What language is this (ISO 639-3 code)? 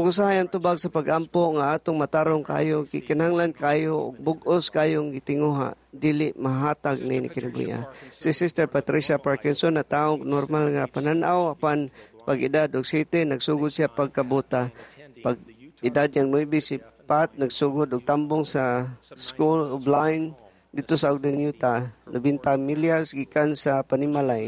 ceb